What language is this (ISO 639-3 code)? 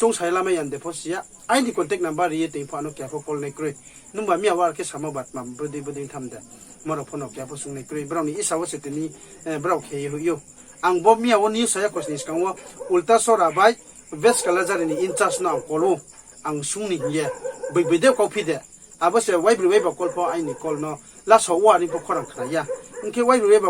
ria